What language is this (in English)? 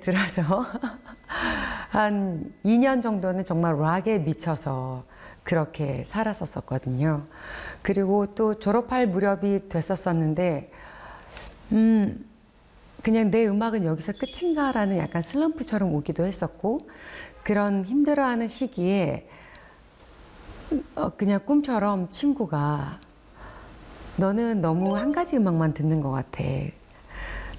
Korean